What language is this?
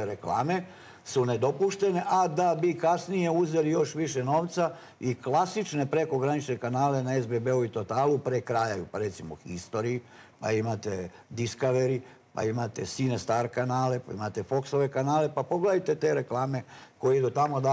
Serbian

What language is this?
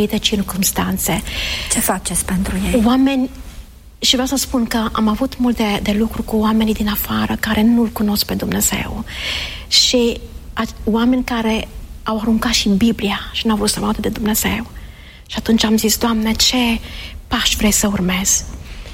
Romanian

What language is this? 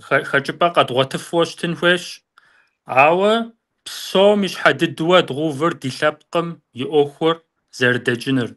Kabardian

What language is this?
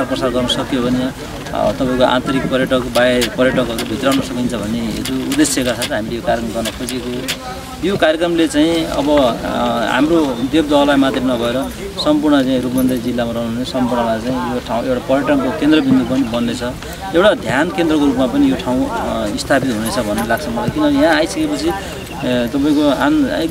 Nepali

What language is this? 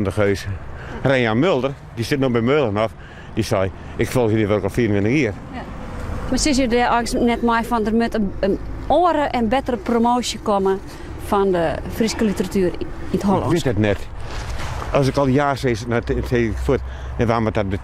Western Frisian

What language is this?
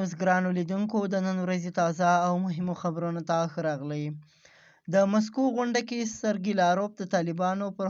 Pashto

